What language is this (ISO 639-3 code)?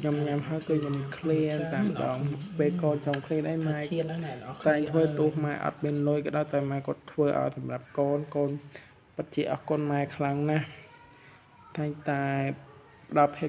khm